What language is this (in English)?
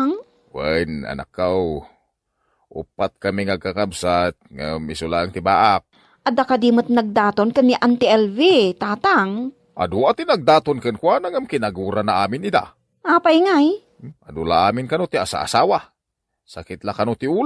Iloko